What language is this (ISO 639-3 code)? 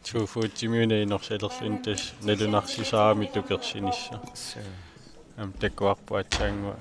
kal